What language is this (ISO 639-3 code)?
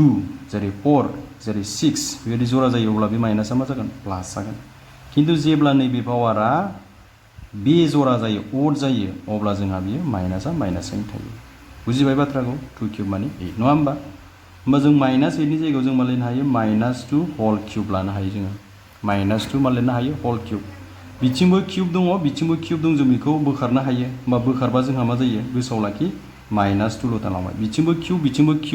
brx